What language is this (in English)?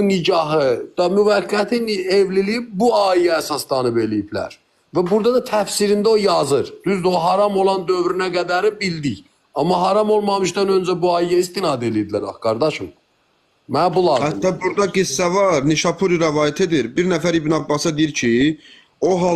Azerbaijani